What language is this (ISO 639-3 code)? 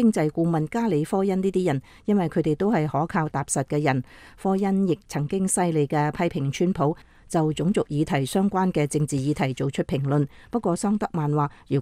yue